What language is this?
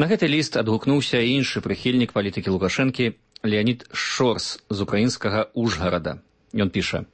Belarusian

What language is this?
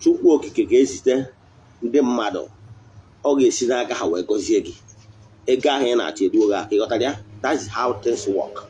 Igbo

